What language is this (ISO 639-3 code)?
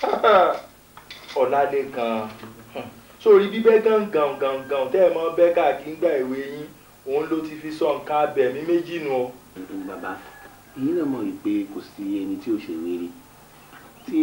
yor